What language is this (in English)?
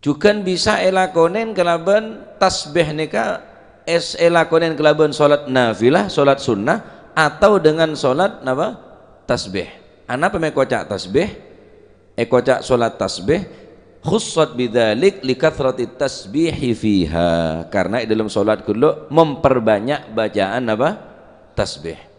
Madurese